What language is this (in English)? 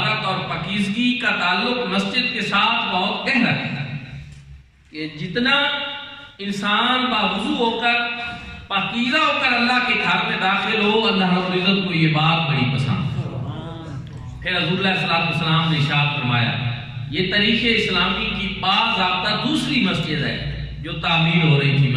Urdu